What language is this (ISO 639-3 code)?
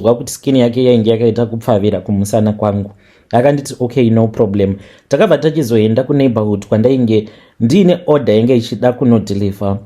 sna